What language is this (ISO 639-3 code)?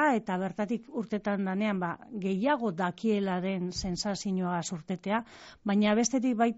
eus